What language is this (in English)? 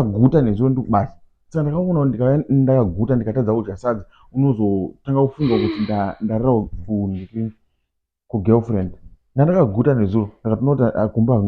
Shona